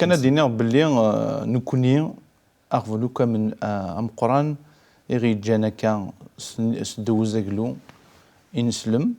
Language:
Kabyle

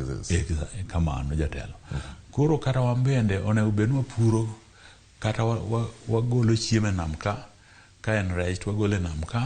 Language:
Luo (Kenya and Tanzania)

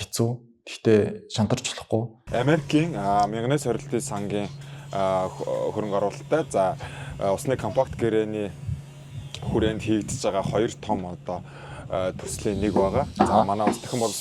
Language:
Mongolian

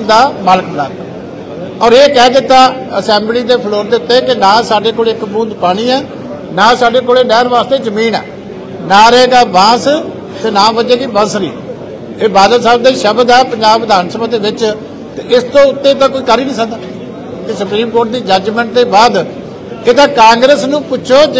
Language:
Punjabi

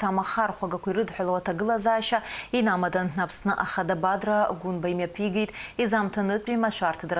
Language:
Abkhazian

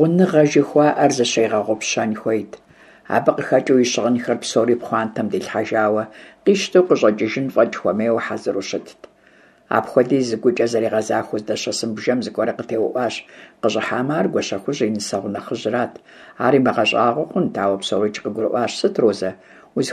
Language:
Kabardian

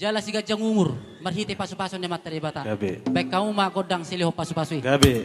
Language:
Batak Toba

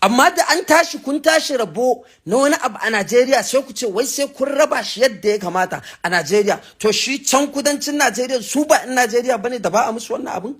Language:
Hausa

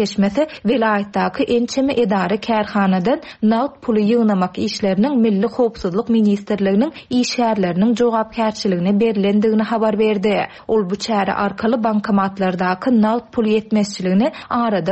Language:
Turkmen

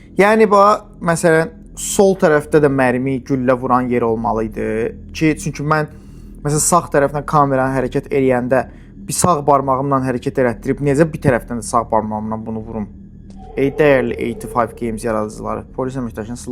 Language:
Azerbaijani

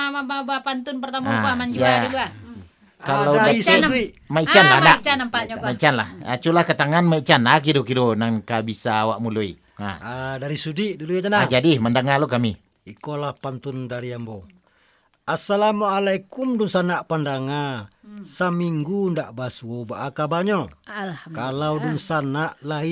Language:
Minangkabau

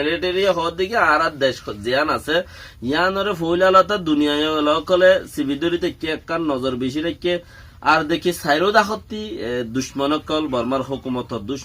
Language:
Rohingya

